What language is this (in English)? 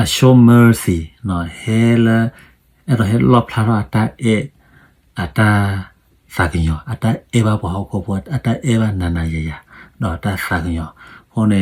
S'gaw Karen